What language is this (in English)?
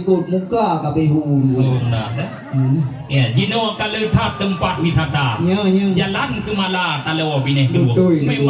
Achinese